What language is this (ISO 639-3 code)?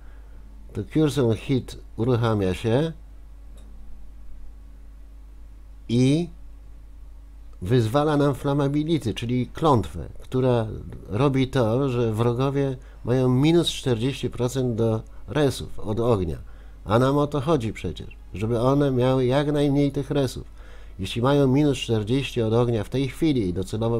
pol